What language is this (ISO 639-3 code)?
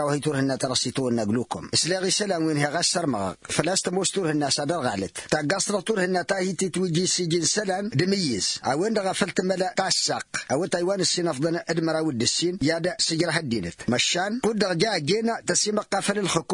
taq